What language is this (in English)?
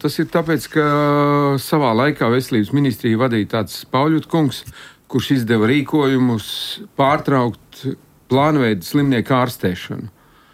Latvian